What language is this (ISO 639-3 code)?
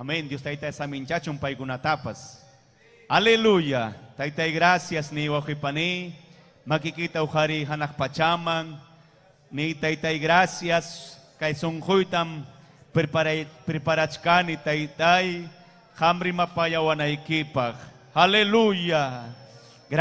quy